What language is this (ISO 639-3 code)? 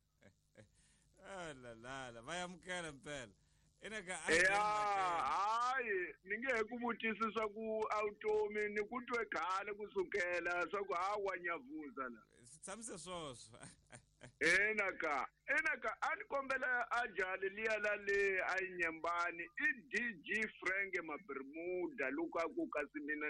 tso